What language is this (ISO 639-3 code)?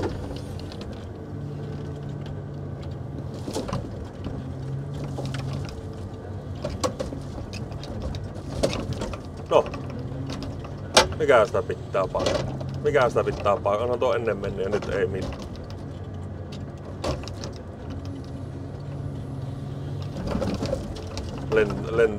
fin